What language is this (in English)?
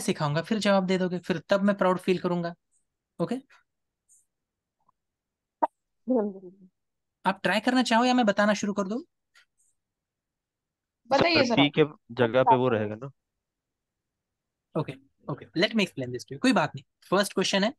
Hindi